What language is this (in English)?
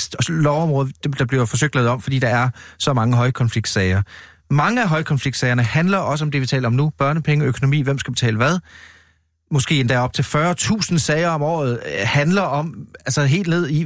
Danish